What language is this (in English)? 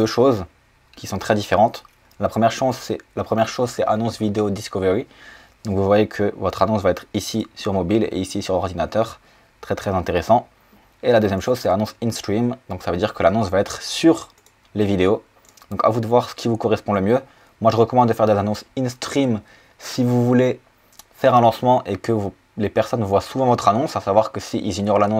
French